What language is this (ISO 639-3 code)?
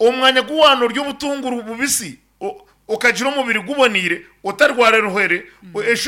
nyn